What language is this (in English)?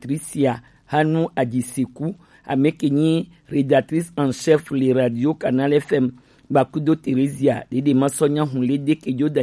Gen